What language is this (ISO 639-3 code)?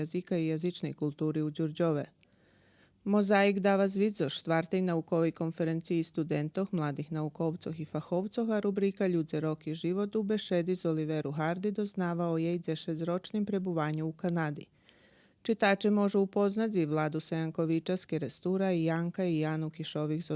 rue